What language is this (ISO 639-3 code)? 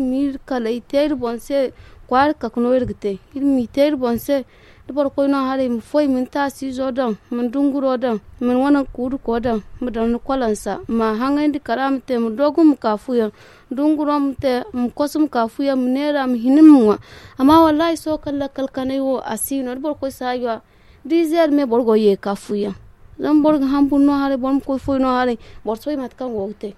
dje